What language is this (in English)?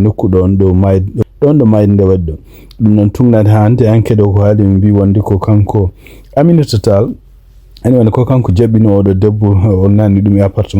Fula